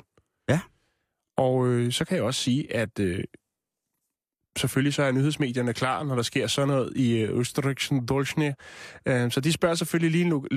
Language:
Danish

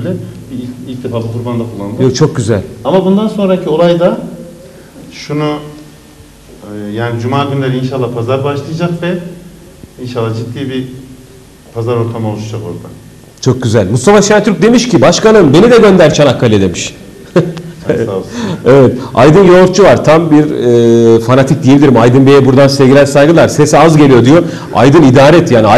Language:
Turkish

